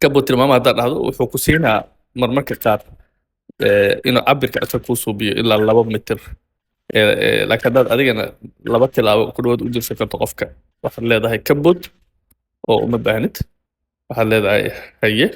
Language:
Somali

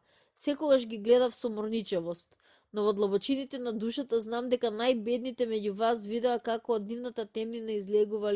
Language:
Macedonian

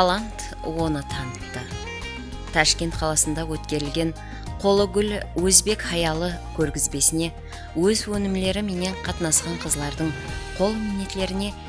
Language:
Kara-Kalpak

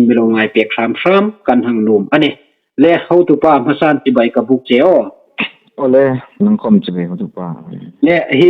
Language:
Hmar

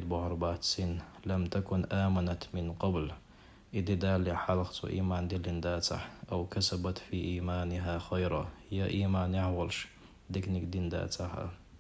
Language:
Chechen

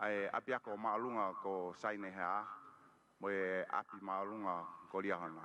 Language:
Tongan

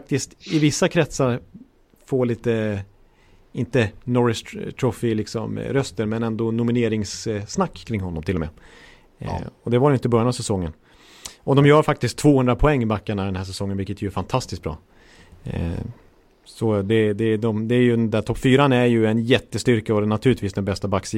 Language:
Swedish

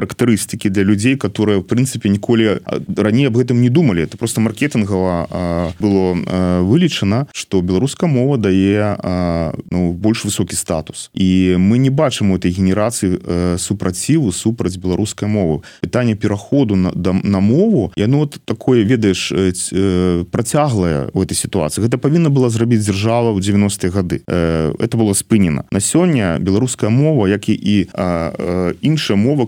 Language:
Belarusian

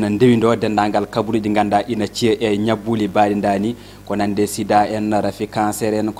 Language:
Fula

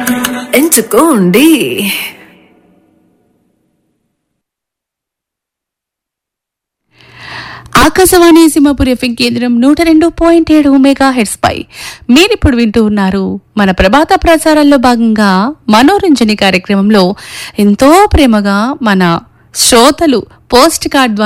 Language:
Telugu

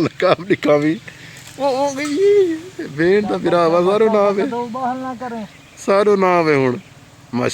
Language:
Saraiki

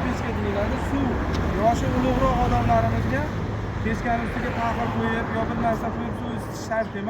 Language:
Uzbek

